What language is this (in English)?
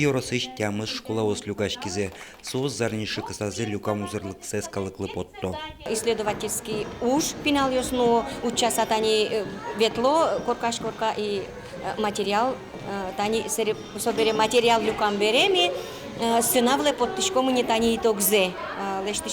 Udmurt